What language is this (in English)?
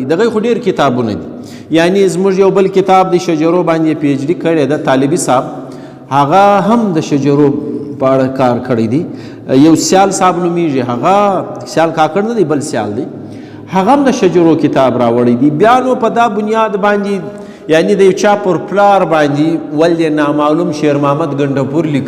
Pashto